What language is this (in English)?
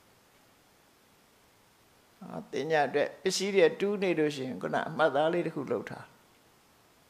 Burmese